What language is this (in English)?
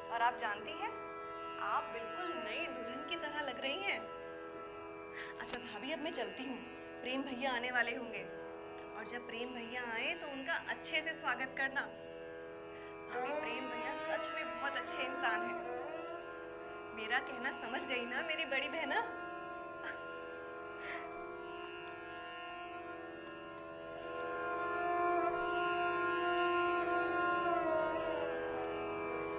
Hindi